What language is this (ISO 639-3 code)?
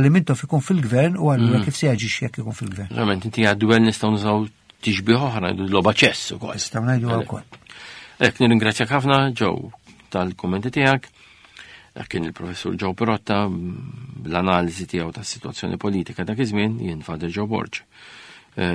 mlt